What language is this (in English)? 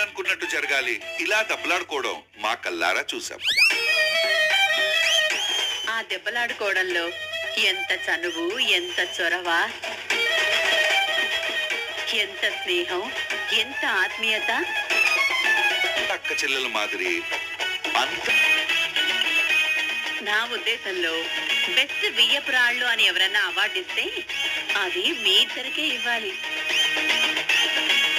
Telugu